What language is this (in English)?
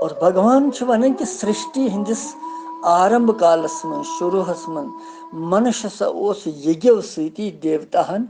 Kashmiri